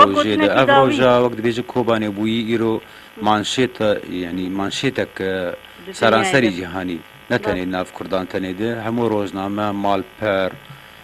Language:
Kurdish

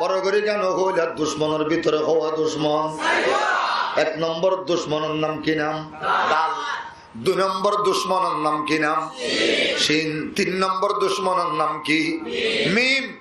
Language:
Rohingya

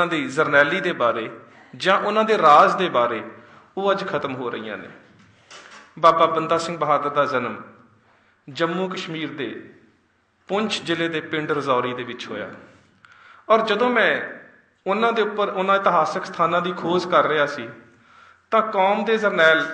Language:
Punjabi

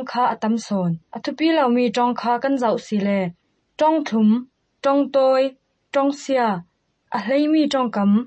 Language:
Hakha Chin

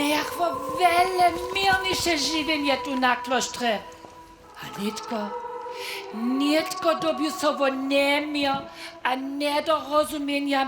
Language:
Upper Sorbian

